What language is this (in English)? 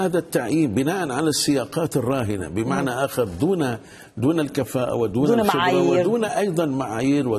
Arabic